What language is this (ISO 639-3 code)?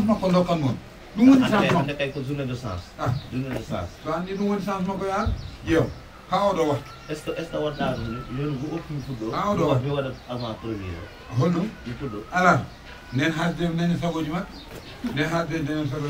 ful